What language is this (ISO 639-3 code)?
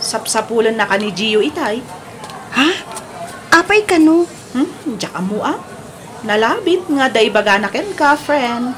ilo